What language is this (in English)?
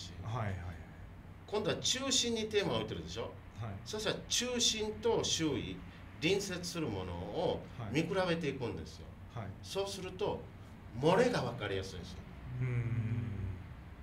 Japanese